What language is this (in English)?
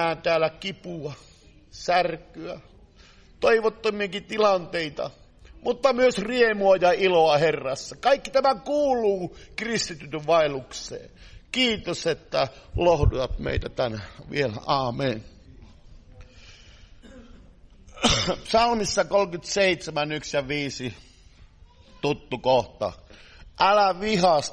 Finnish